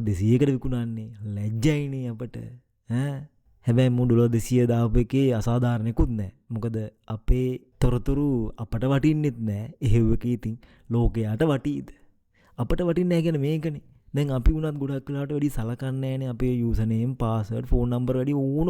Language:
Sinhala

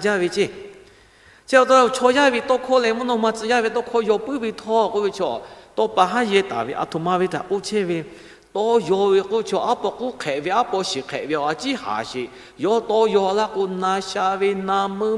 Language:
Lahu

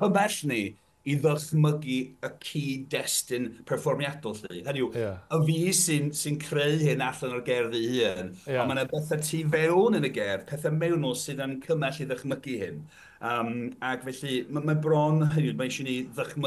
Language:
Welsh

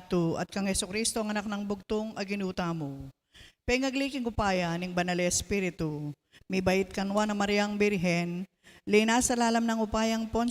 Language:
Pampanga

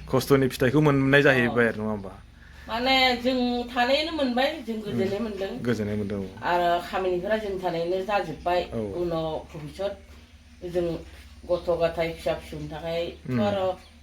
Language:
Bodo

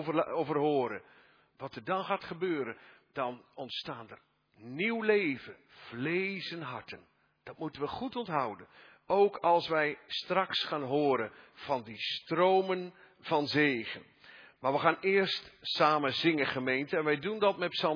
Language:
Dutch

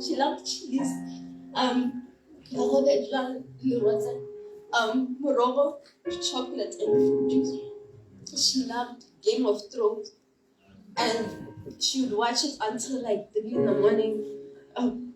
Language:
Tswana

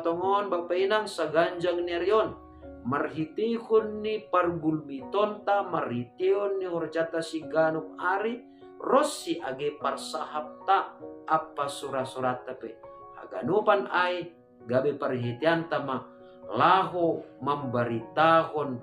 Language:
Batak Simalungun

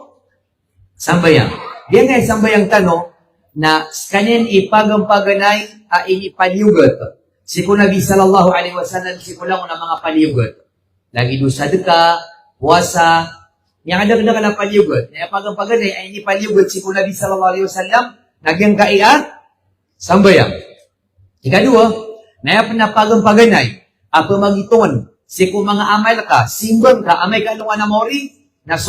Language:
Maranao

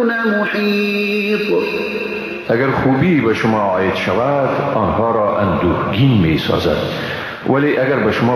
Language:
Persian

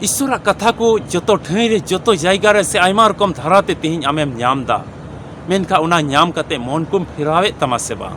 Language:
Santali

